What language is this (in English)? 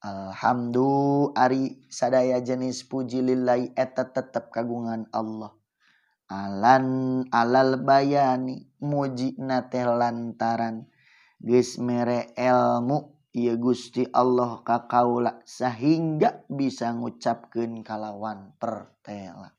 Sundanese